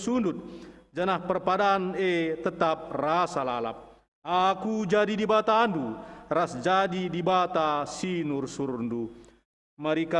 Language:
Batak Karo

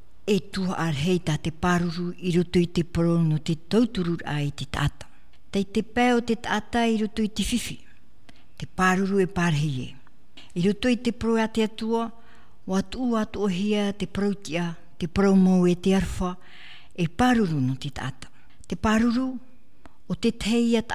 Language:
Tahitian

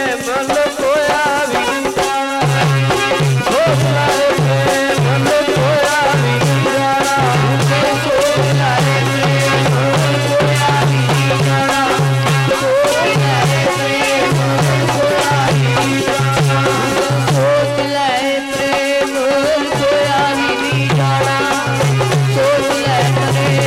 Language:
Punjabi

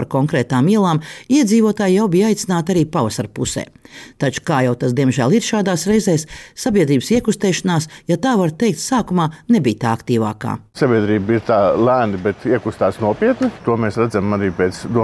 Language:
Latvian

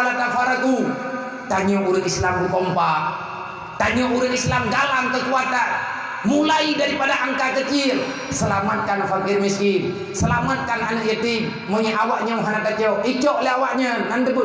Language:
Achinese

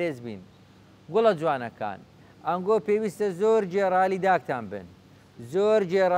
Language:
Central Kurdish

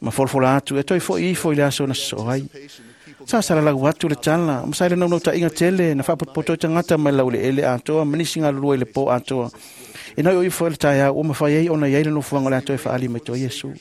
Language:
Samoan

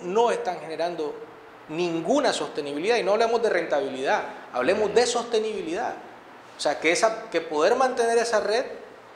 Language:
Spanish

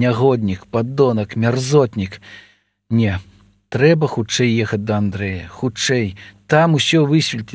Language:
Belarusian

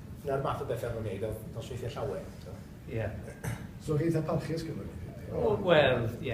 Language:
Welsh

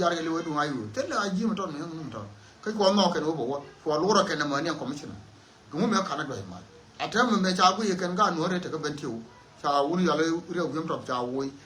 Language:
Nuer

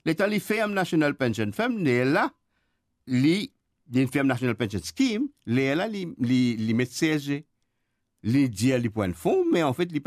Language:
Morisyen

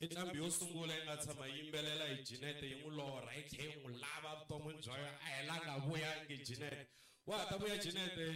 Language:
Tsonga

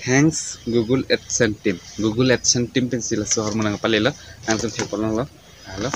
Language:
Karbi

